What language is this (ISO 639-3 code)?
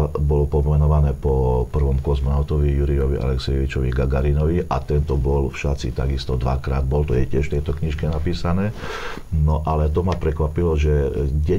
slk